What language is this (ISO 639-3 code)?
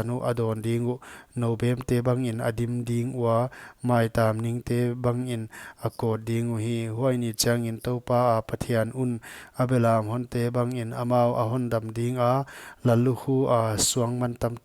pck